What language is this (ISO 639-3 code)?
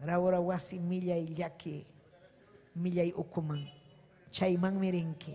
quy